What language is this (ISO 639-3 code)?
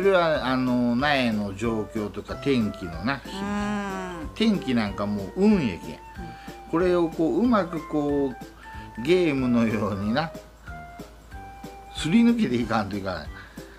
jpn